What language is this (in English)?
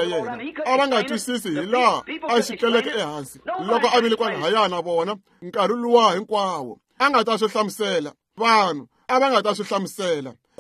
Tsonga